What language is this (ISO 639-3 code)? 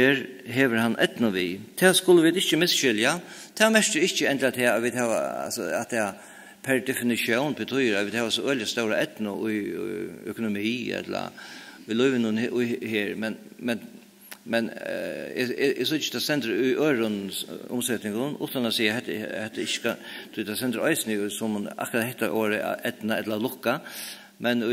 fao